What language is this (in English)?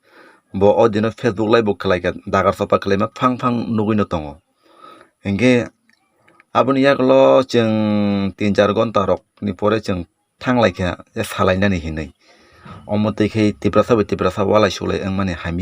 Kok Borok